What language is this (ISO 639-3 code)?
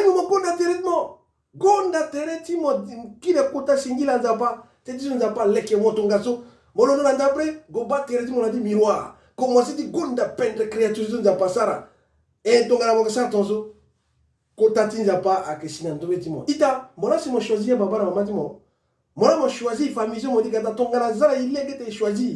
sag